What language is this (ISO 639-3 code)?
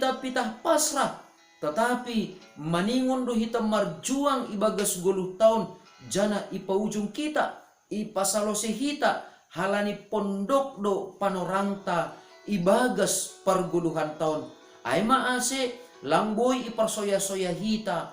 bts